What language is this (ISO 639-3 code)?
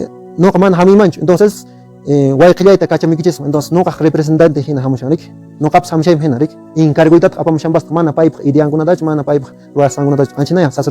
que